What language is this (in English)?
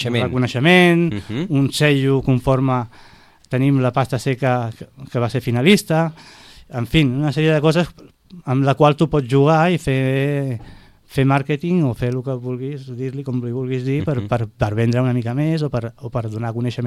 Catalan